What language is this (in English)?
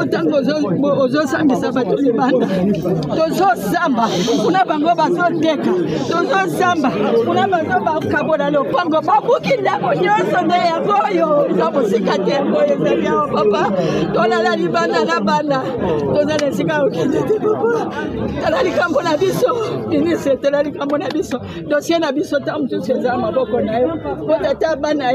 Lingala